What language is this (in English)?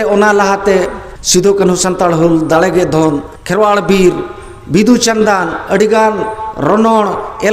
Santali